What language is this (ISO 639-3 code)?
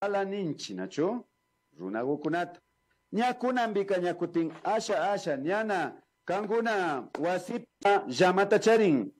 qvi